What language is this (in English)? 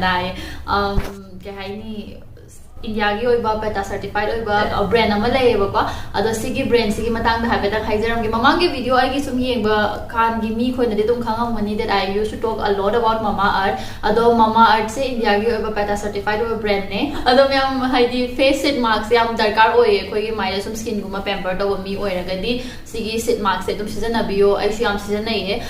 Manipuri